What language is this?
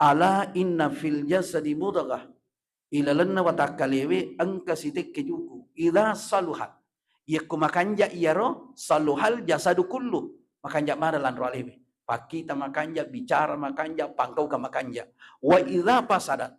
Buginese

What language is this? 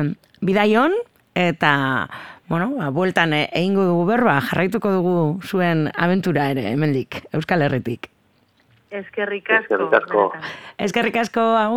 Basque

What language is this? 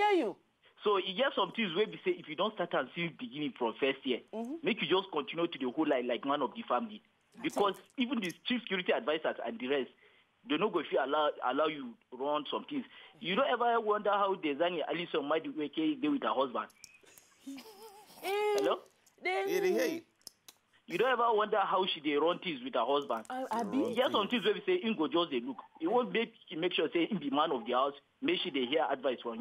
Nigerian Pidgin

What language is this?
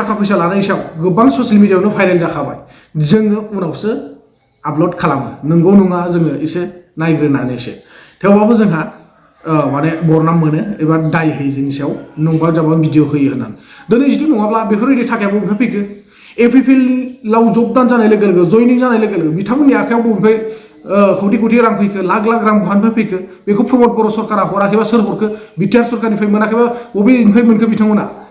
Bodo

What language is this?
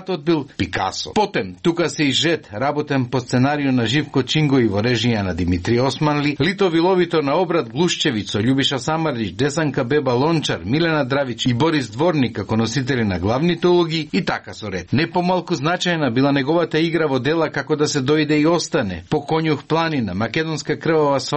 Macedonian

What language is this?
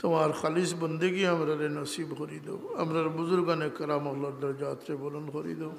Sylheti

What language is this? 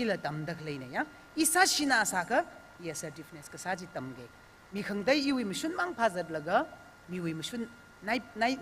Tangkhul Naga (India)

